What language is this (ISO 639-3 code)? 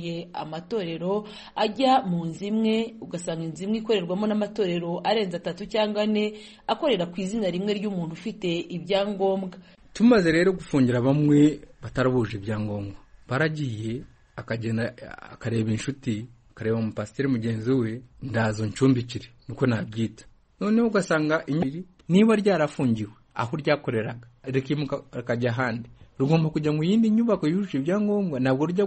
kin